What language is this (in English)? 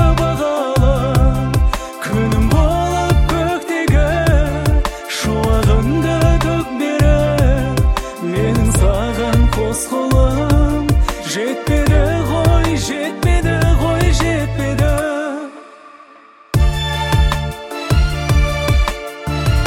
Kazakh